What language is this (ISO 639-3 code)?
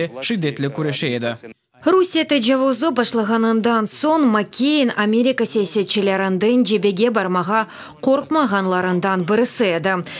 crh